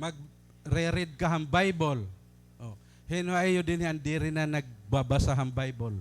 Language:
Waray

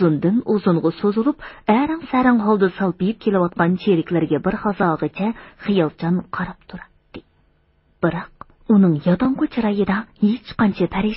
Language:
Uyghur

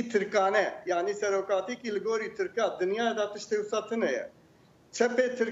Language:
Kurdish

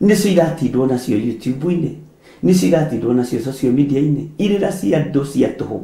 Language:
Kikuyu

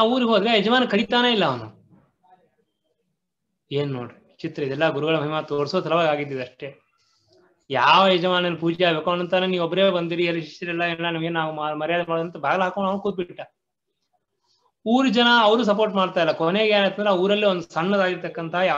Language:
Kannada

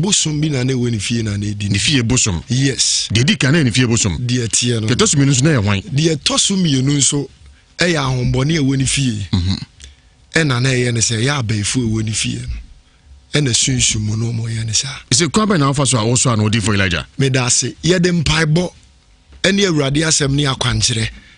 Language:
Akan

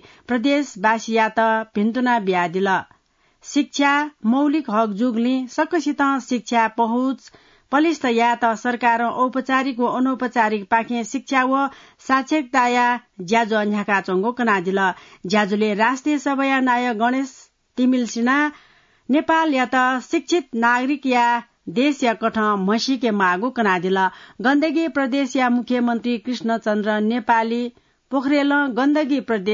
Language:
Newari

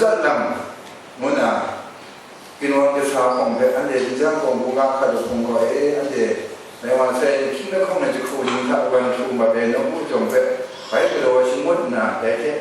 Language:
Kachin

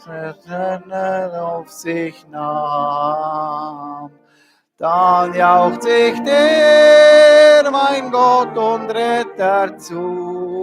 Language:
Swiss German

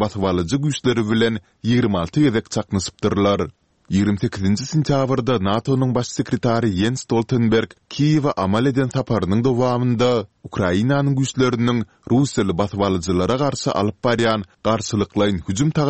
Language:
Turkmen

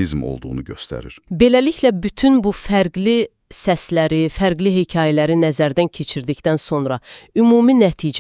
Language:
Azerbaijani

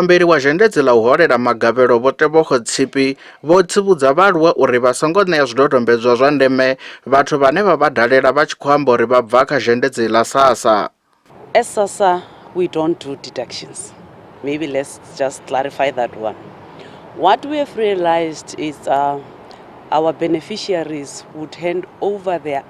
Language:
Venda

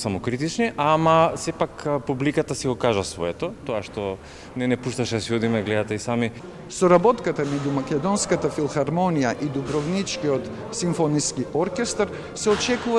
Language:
Macedonian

